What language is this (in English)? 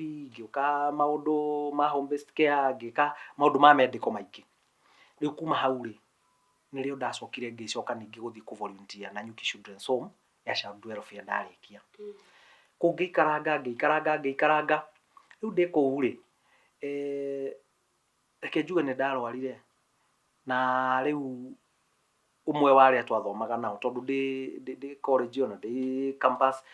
Kikuyu